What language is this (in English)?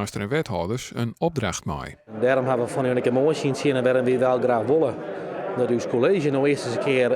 Western Frisian